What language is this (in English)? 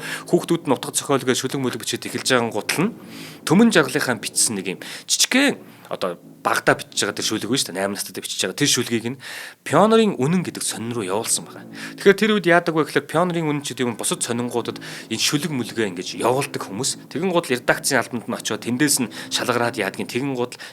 Mongolian